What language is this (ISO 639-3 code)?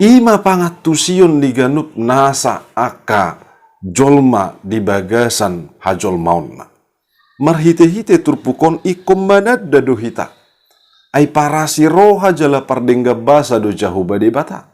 bbc